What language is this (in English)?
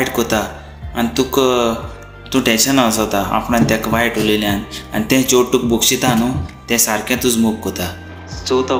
Konkani